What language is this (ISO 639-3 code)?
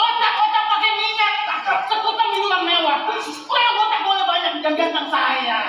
bew